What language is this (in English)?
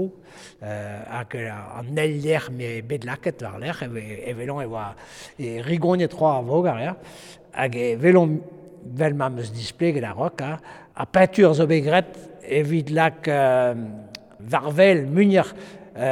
Breton